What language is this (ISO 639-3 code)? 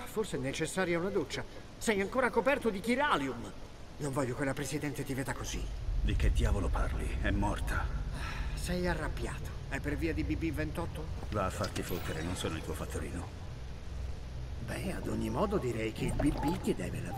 ita